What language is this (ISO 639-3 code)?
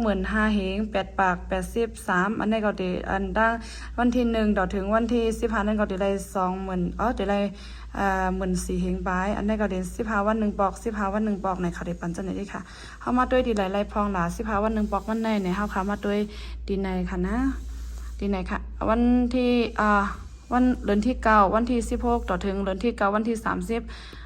shn